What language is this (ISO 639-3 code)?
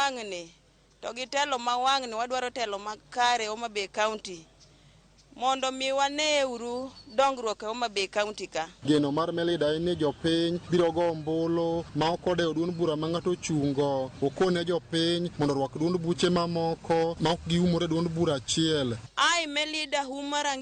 luo